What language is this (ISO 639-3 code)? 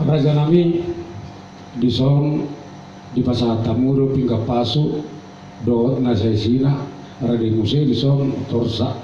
bbc